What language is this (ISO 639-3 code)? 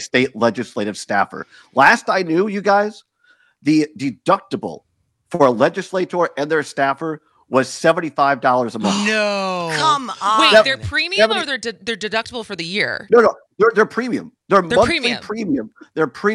eng